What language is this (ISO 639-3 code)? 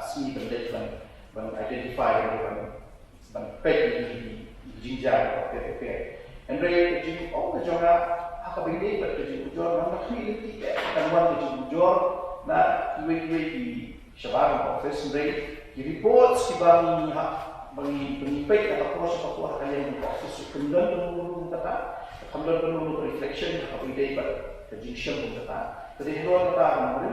kha